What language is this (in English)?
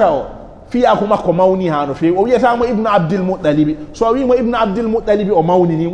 Fula